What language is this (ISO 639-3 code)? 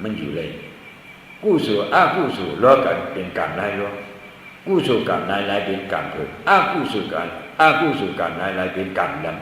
shn